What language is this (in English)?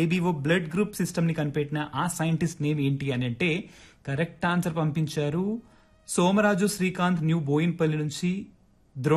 Telugu